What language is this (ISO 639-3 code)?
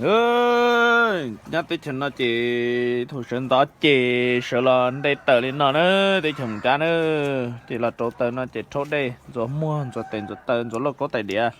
hmn